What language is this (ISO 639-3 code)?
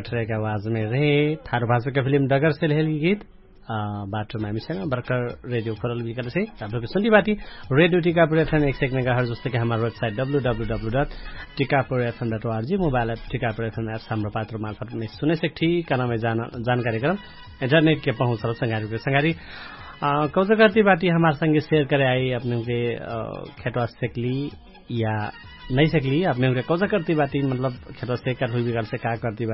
thl